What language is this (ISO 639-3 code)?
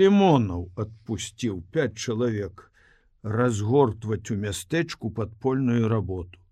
bel